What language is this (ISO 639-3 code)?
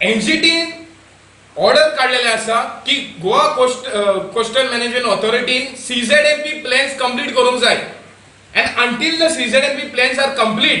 kok